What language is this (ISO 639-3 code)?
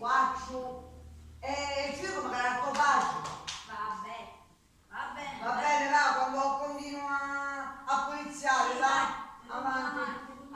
scn